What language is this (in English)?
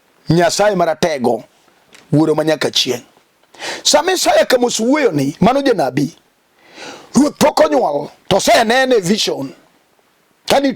Luo (Kenya and Tanzania)